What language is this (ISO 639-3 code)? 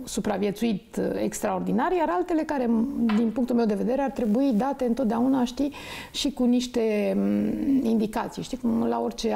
ron